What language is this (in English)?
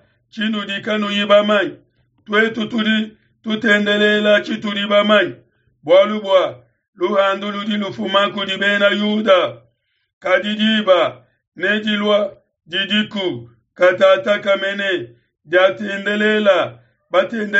Luba-Lulua